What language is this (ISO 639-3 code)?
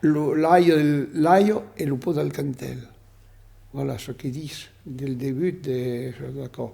oci